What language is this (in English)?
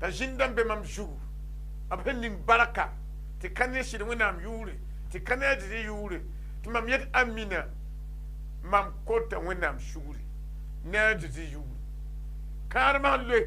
Mossi